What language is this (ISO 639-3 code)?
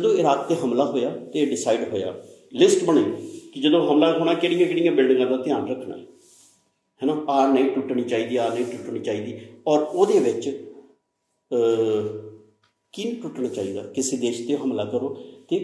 pan